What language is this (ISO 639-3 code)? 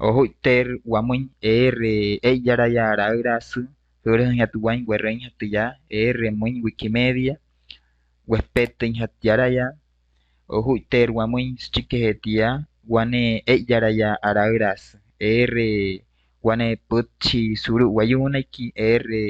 guc